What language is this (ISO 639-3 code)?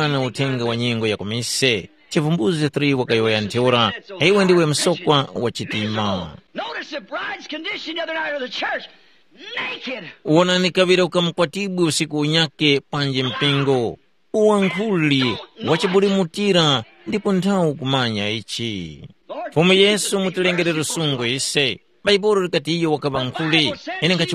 tum